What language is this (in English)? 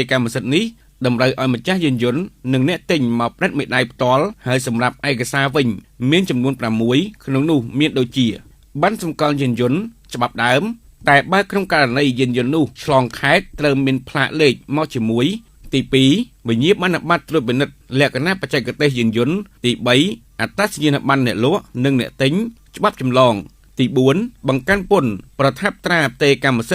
Khmer